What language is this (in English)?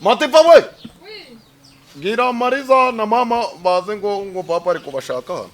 Kinyarwanda